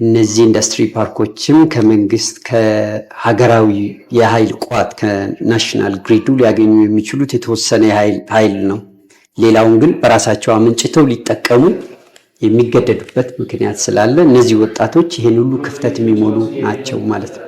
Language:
Amharic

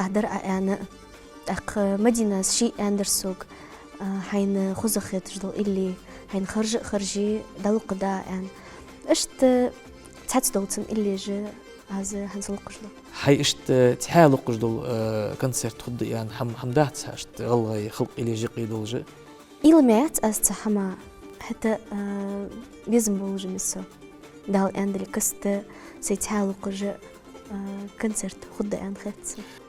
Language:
Ingush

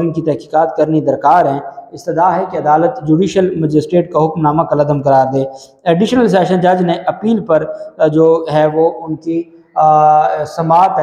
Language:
Urdu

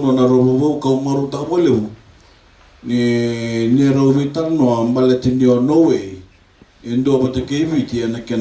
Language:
Fijian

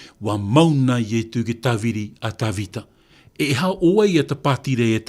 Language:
Tahitian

